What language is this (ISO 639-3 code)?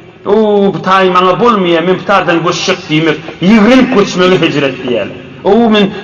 tuk